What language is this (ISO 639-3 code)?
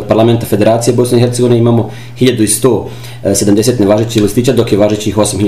bos